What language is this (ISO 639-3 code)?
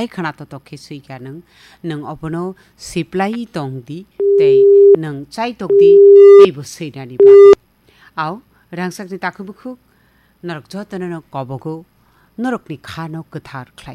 trp